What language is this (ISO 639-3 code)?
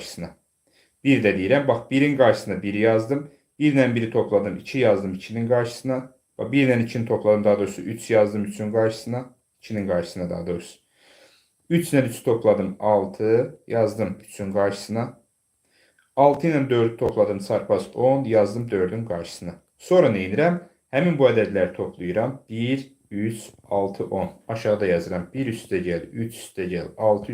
aze